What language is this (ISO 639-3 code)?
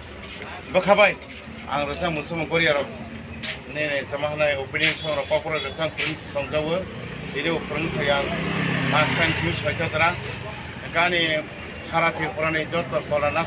trp